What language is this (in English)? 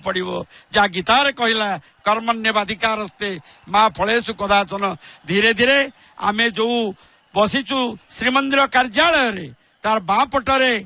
Odia